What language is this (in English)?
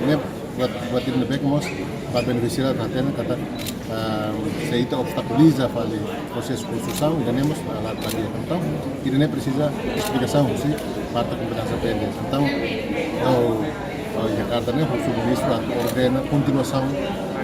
Tetum